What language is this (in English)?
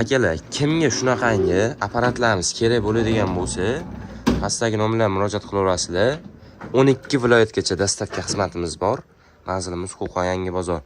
Uzbek